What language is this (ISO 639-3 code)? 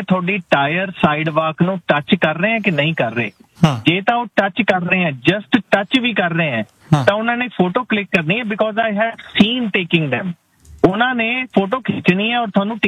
pan